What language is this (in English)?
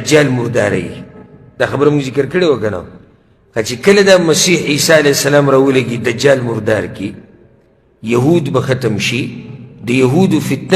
Pashto